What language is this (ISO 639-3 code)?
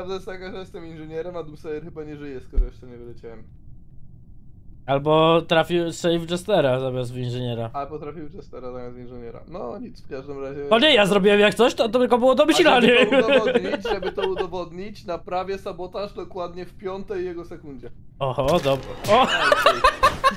pol